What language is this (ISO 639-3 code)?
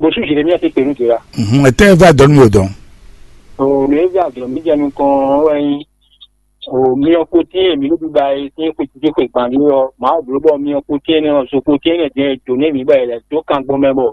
fon